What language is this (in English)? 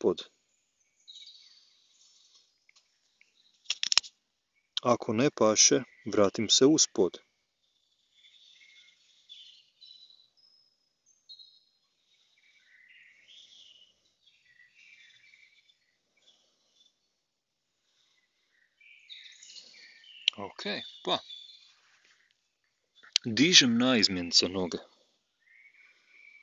Croatian